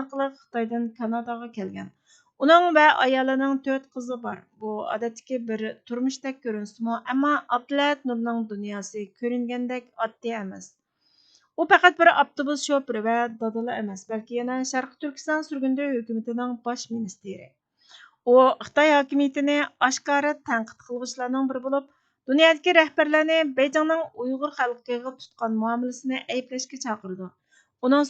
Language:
Uyghur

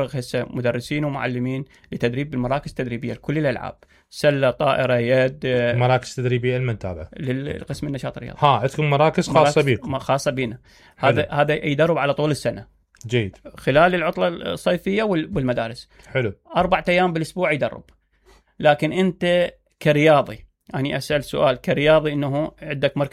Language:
Mesopotamian Arabic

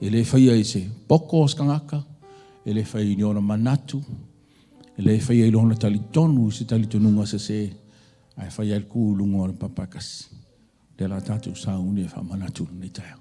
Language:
Samoan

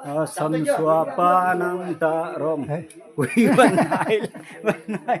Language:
Naga Pidgin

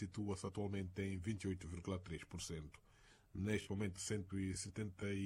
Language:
Portuguese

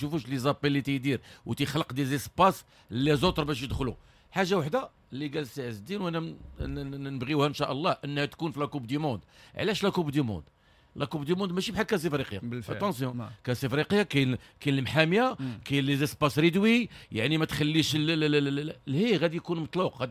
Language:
Moroccan Arabic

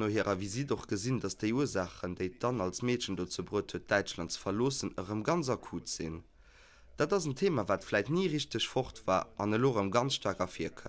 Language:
Luxembourgish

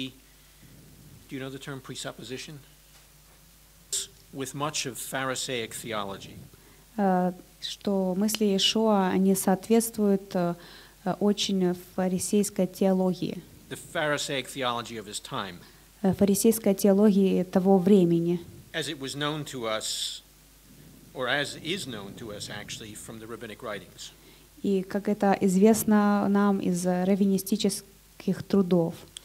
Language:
Russian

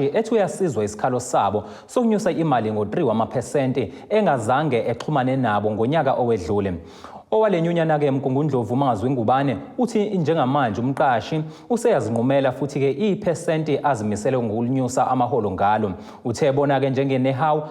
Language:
Zulu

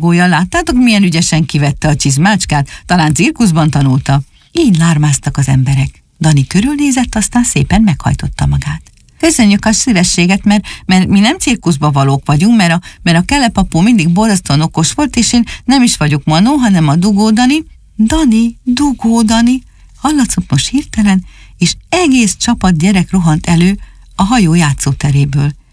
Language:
Hungarian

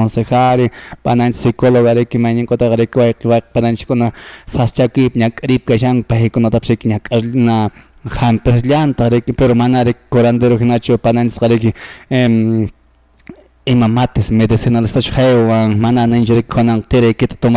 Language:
Quechua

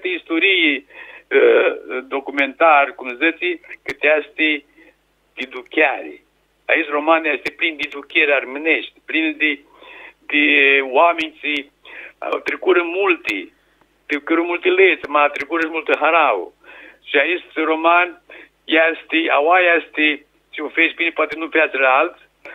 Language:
Aromanian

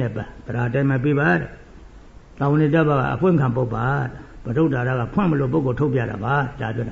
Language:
Burmese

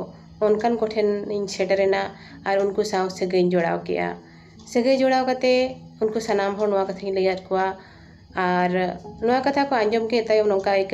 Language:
Santali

